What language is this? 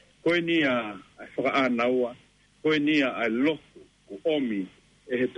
Tongan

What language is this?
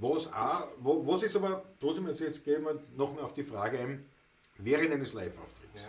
Bavarian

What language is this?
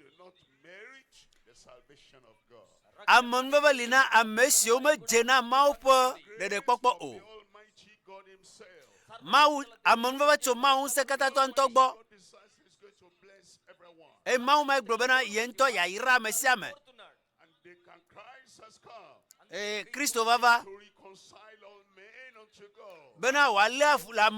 Ewe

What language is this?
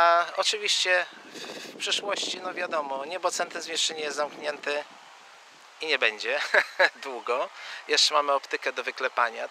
Polish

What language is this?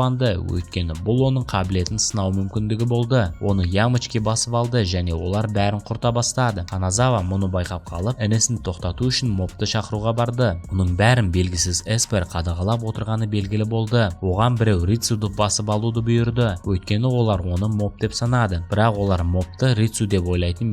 Kazakh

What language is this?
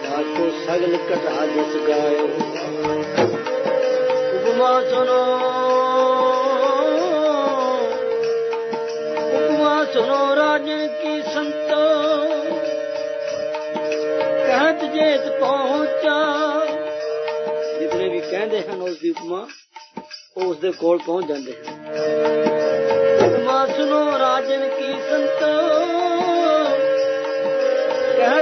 Punjabi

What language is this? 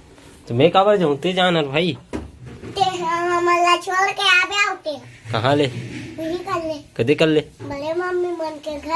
Chhattisgarhi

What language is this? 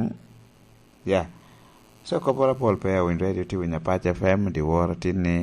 Lango (Uganda)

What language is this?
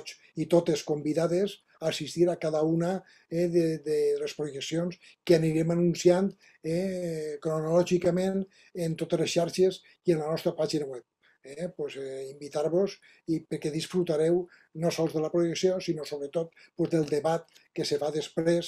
Catalan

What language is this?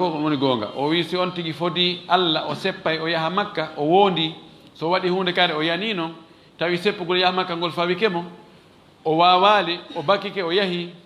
Fula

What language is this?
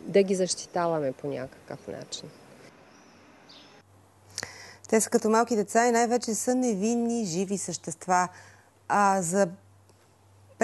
Bulgarian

